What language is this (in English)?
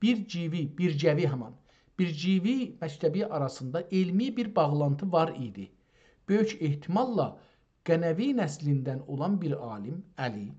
South Azerbaijani